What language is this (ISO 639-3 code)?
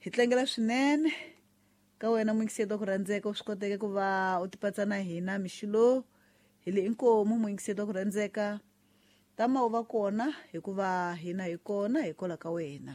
tso